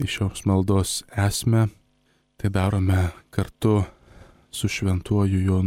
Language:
Lithuanian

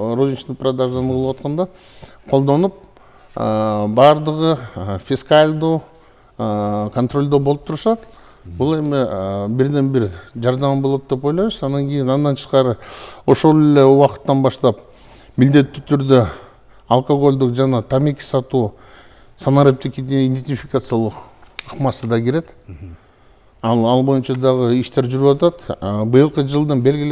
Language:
Kyrgyz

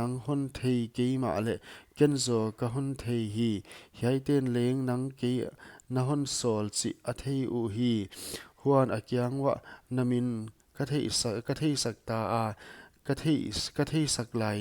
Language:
Paite Chin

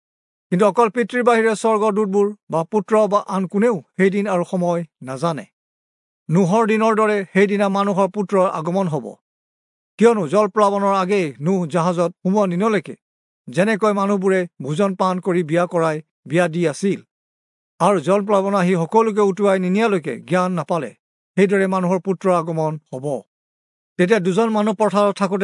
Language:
Assamese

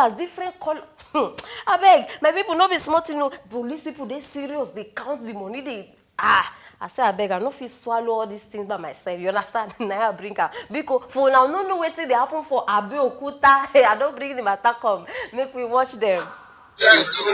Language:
Nigerian Pidgin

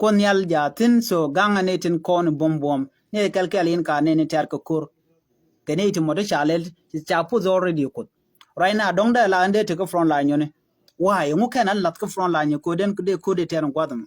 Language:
Nuer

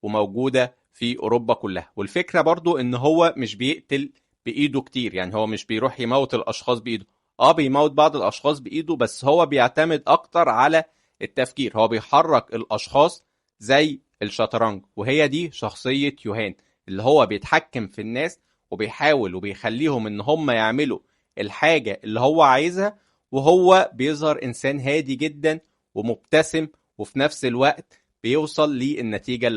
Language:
Egyptian Arabic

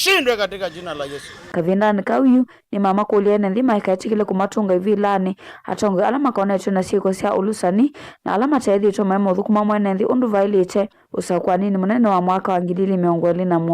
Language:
Kamba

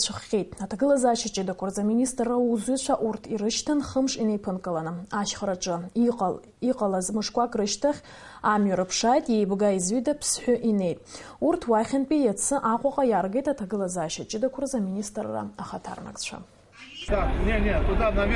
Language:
Abkhazian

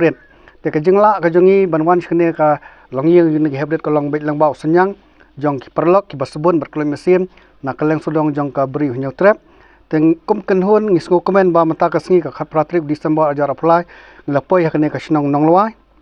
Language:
Khasi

